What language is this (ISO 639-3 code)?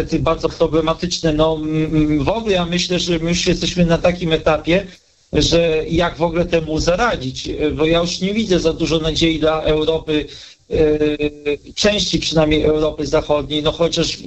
pol